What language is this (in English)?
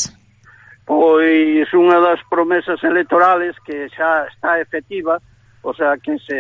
Galician